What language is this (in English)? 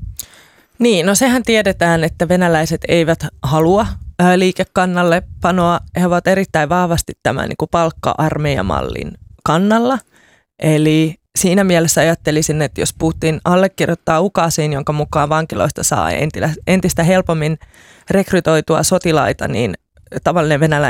Finnish